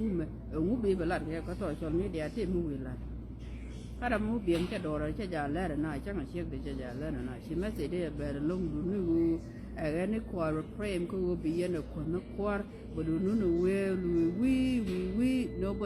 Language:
Nuer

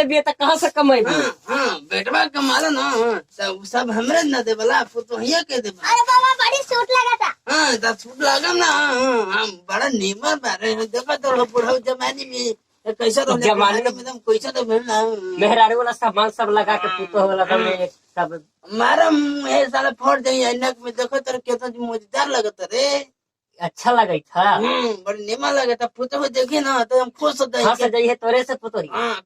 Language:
Magahi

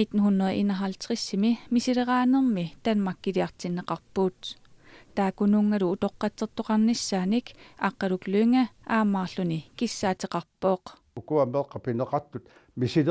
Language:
Kalaallisut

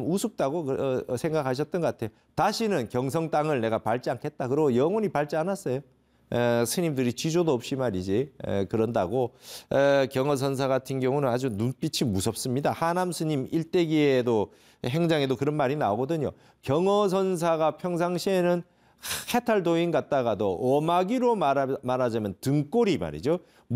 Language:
Korean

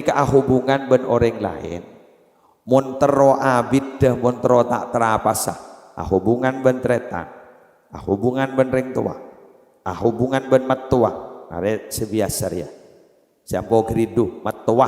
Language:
Madurese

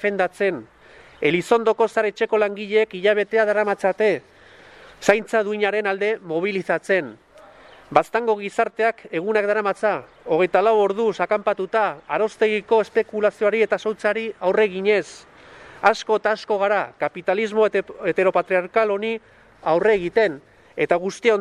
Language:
Basque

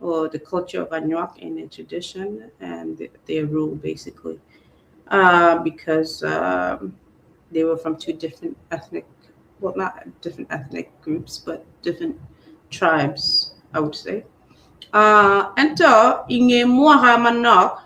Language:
Acoli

